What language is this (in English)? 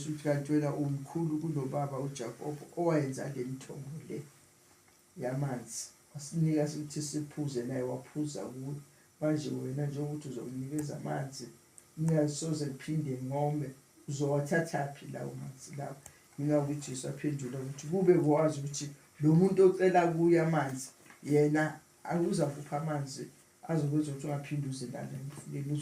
Zulu